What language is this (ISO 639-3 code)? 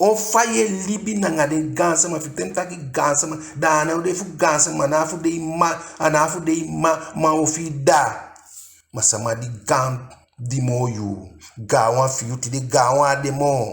djk